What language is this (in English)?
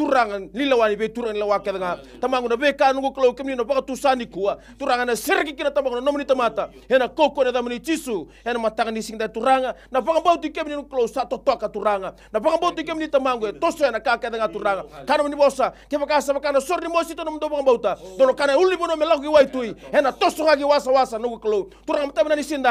Fijian